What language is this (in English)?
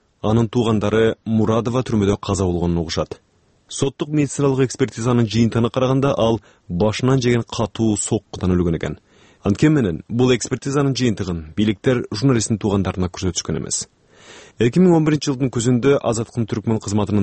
Kyrgyz